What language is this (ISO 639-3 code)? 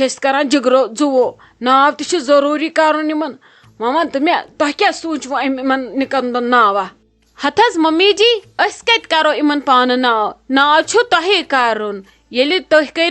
kas